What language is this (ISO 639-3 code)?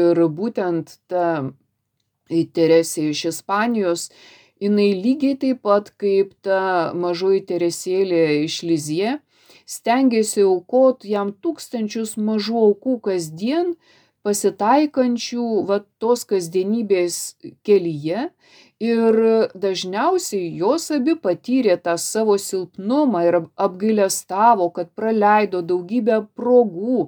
lit